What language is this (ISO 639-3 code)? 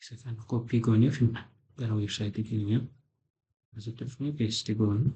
orm